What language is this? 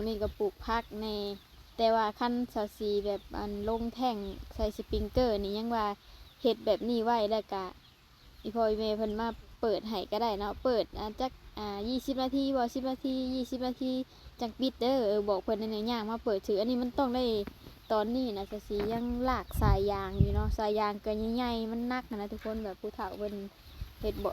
Lao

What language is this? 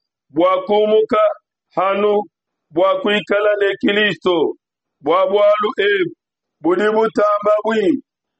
Luba-Lulua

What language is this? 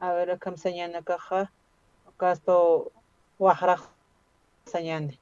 Aymara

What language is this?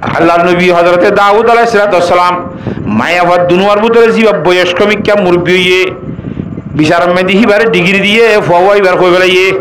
Rohingya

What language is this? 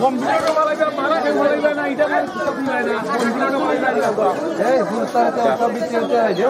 Sylheti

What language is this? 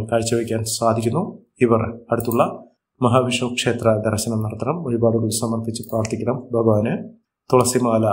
Malayalam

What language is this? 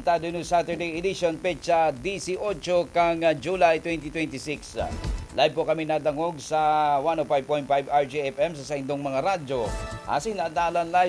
Bikol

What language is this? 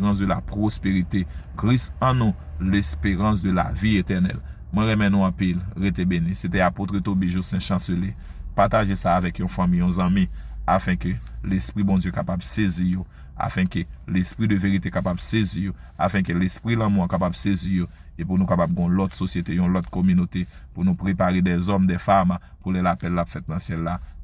Haitian Creole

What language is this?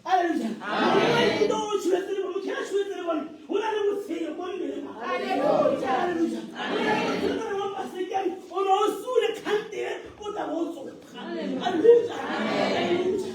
Tswana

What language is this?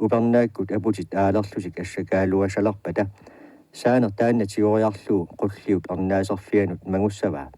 Kalaallisut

